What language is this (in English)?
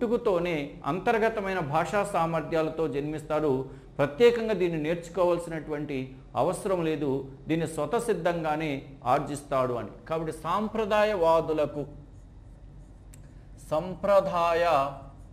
Telugu